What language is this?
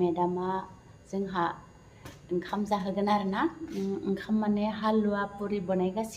Bodo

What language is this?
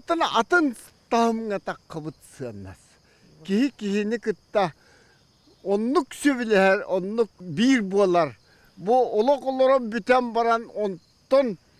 Yakut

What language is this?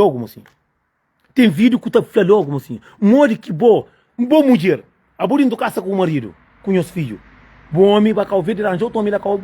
Kabuverdianu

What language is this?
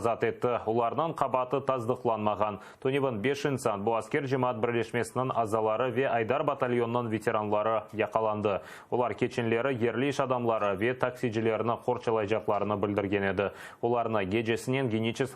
Crimean Tatar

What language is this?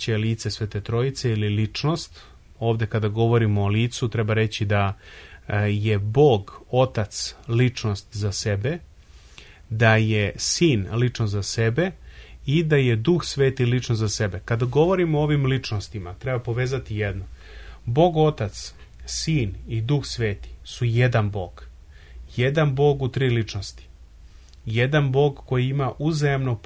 Serbian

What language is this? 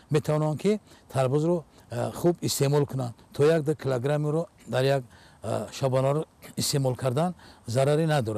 Tajik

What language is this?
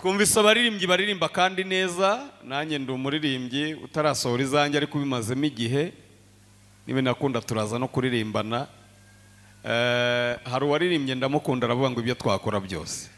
Kinyarwanda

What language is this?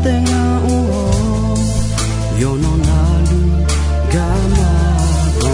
Akha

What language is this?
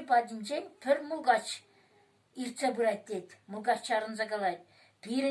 Chuvash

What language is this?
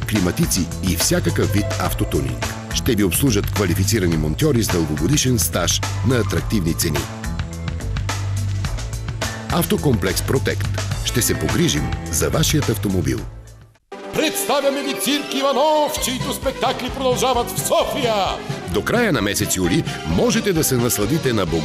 Bulgarian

